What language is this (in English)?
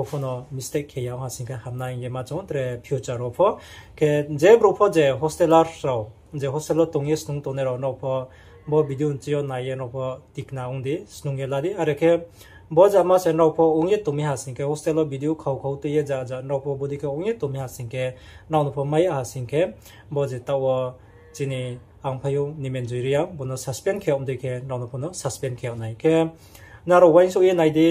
Riang (India)